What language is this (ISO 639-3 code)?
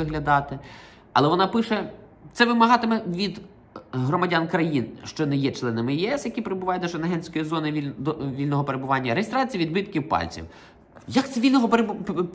ukr